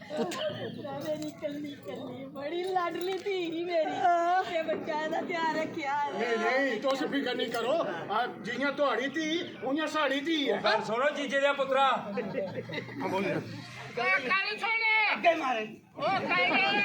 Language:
Dogri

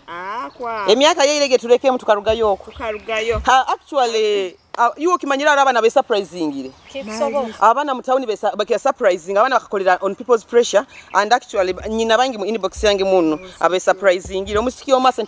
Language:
Nyoro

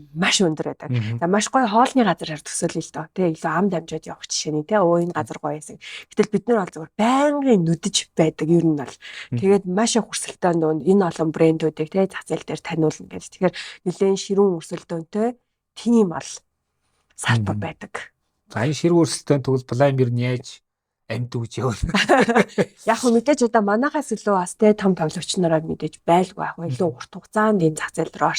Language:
Mongolian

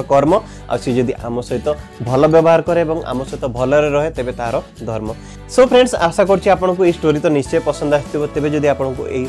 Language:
Odia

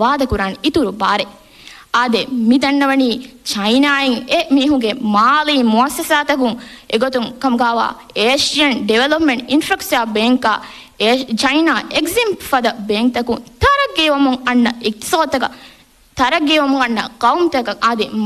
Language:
Divehi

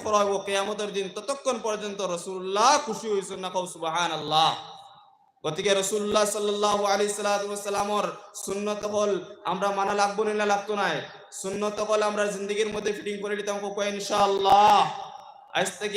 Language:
Sylheti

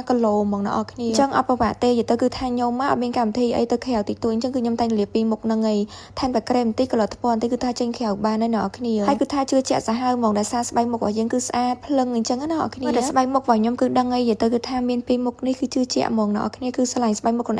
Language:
Khmer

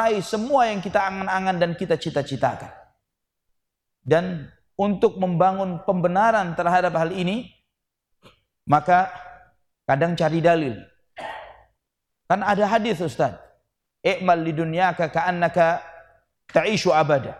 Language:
Indonesian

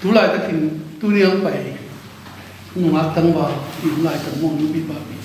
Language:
Tedim Chin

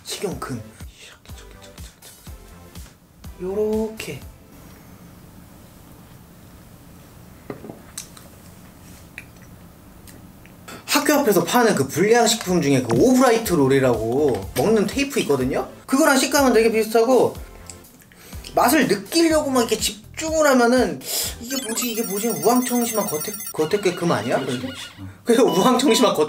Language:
Korean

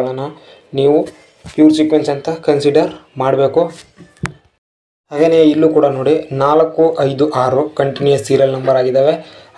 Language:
Kannada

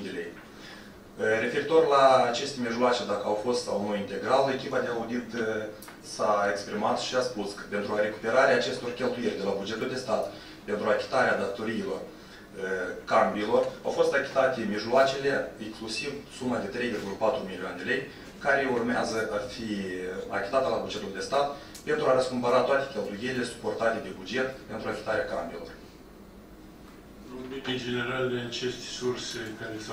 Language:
Romanian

